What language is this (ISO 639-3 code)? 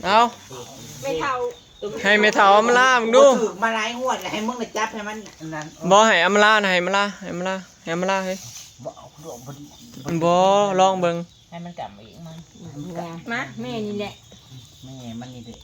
tts